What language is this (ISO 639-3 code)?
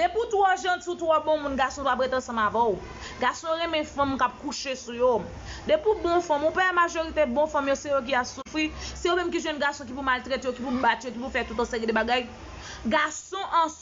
hat